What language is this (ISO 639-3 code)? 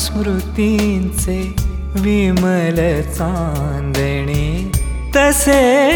mar